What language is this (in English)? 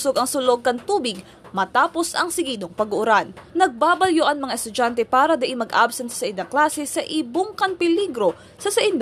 Bikol